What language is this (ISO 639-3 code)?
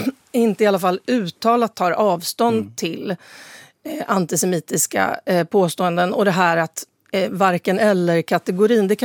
swe